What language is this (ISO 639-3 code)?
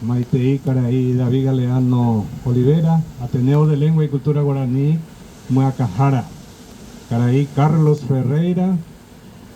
grn